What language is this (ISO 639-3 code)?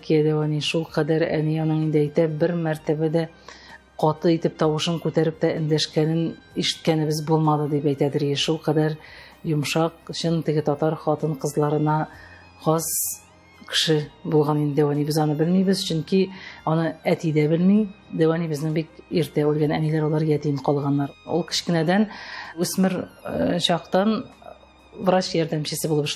tat